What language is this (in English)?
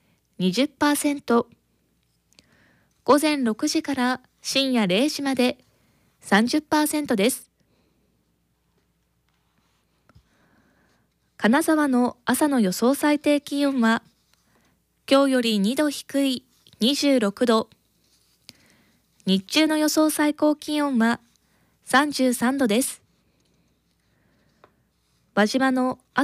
Japanese